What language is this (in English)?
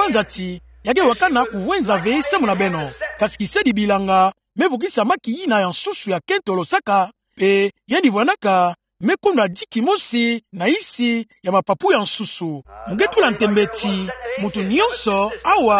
Kituba (Democratic Republic of Congo)